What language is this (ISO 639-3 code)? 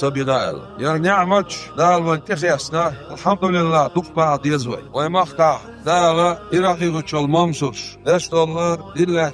che